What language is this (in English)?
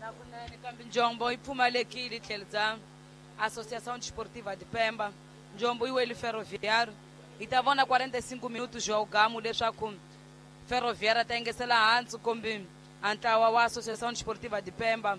Tsonga